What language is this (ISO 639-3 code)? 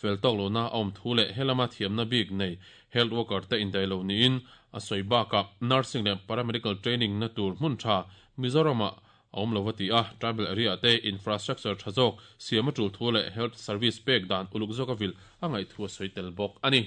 lus